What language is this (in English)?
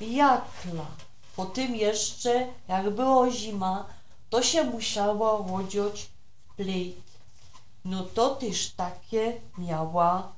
Silesian